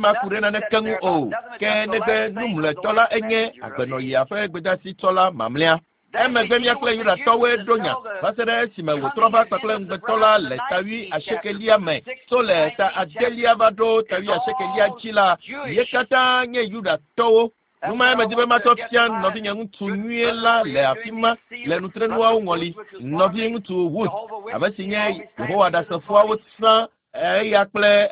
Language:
Ewe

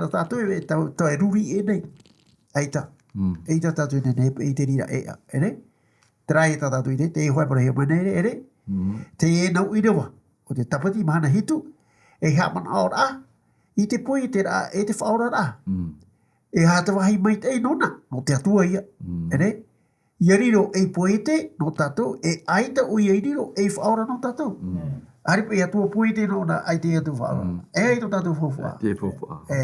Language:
Tahitian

